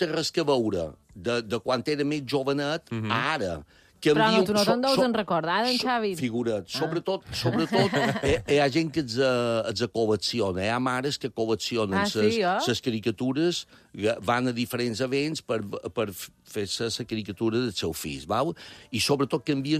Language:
Catalan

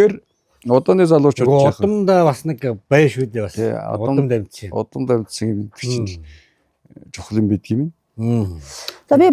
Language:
Mongolian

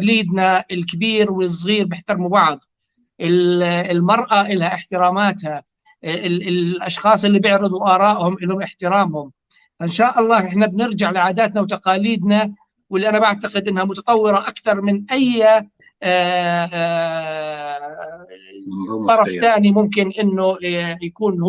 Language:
North Levantine Arabic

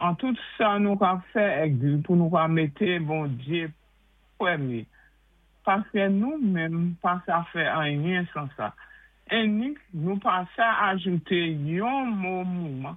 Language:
Saint Lucian Creole French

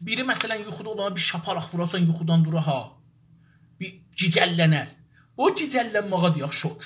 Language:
South Azerbaijani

